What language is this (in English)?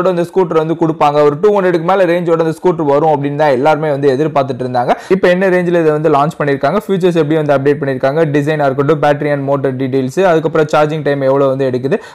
Tamil